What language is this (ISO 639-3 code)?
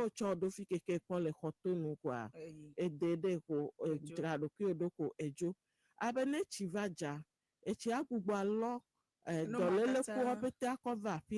ewe